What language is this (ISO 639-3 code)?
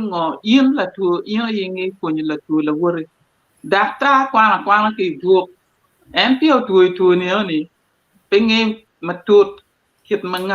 ach